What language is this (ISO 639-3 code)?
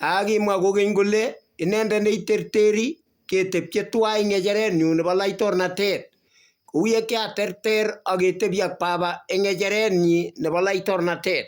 kln